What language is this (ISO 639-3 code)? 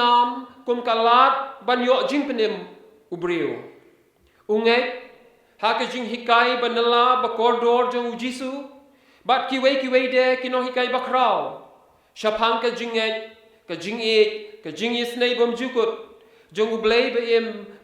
kha